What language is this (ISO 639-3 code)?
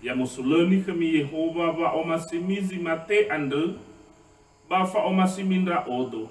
nia